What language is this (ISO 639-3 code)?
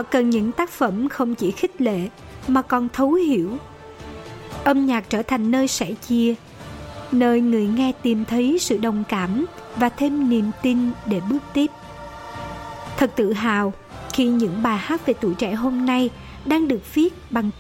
vie